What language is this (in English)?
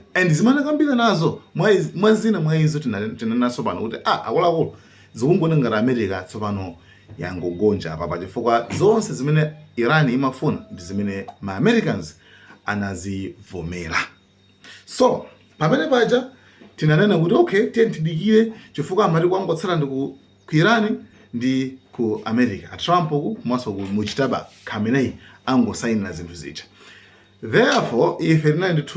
Nyanja